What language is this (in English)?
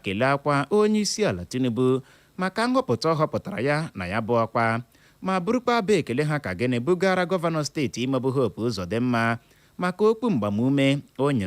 Igbo